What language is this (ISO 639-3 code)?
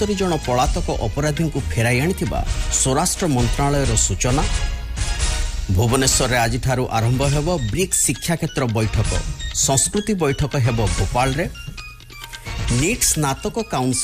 ori